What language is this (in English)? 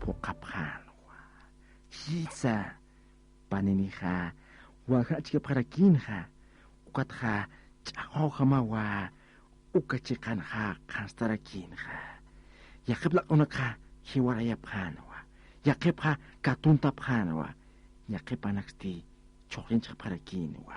Aymara